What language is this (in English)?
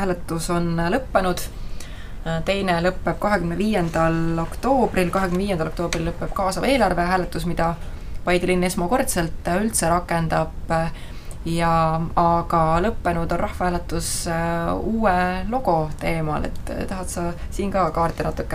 Estonian